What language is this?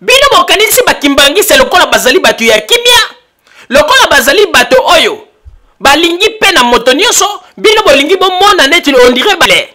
Lingala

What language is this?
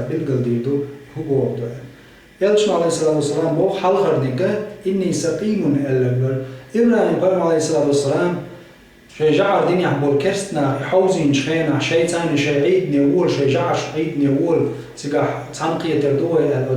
Chechen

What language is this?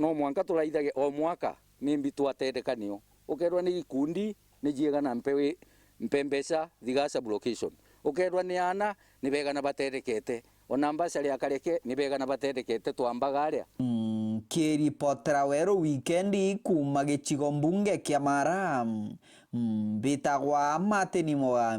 Meru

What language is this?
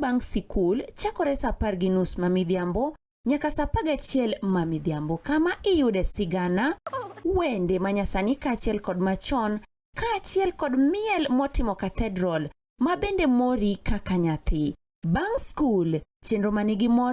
Luo (Kenya and Tanzania)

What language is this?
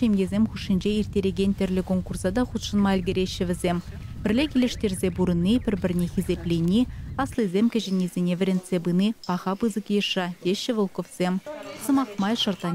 Chuvash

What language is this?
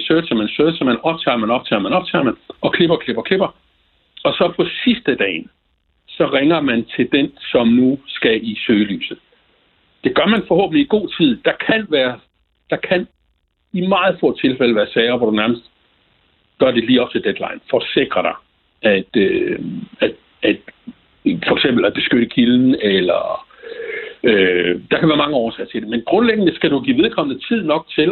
Danish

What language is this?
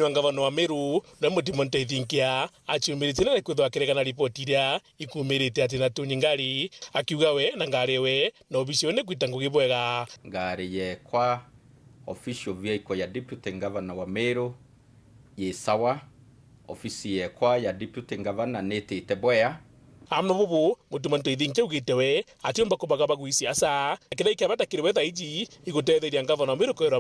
Meru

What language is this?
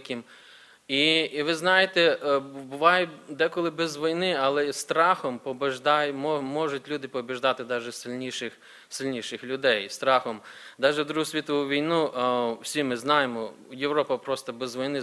Ukrainian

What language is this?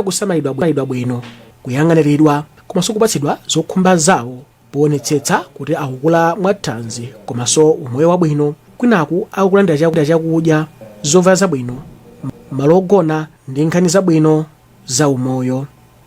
Nyanja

